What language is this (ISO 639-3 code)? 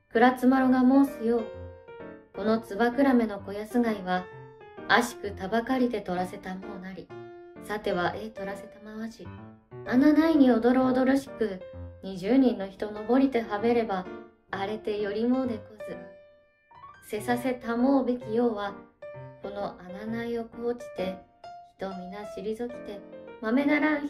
jpn